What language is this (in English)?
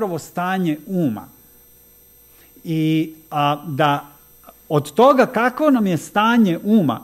Serbian